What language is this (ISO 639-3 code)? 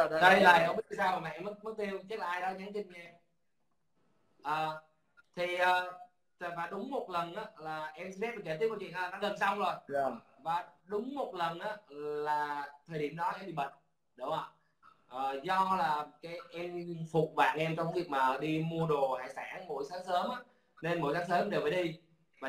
vie